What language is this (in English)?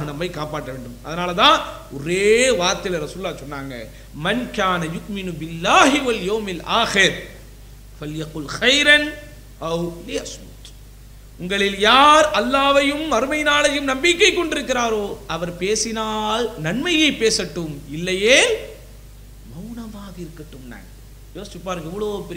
Tamil